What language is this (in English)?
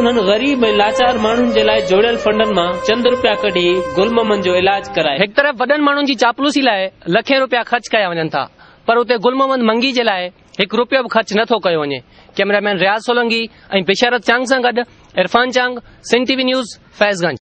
Sindhi